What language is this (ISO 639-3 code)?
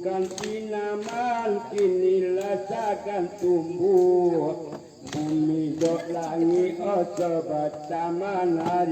min